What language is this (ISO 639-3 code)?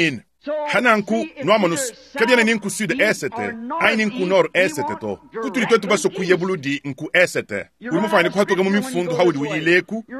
lua